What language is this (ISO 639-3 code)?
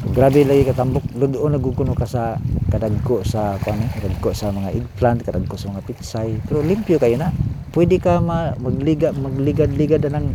ceb